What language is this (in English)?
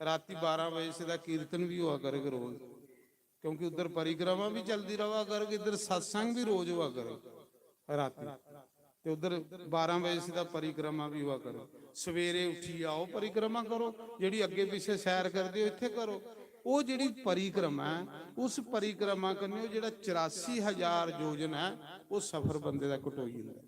Dogri